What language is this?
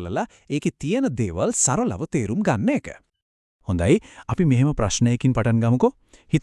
Sinhala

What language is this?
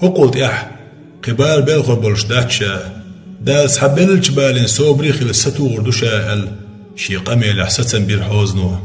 Chechen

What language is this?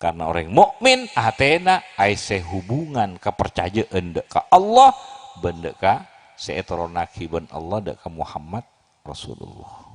Madurese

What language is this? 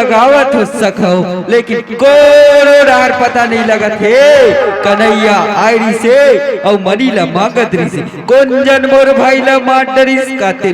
Chhattisgarhi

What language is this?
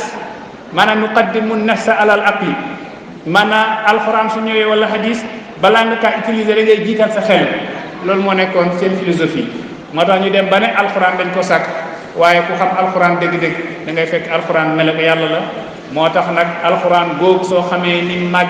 Wolof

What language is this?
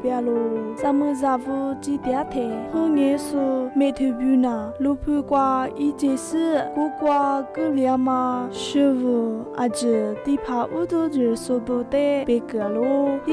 Lisu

